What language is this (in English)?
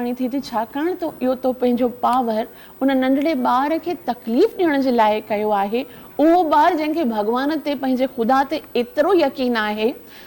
Sindhi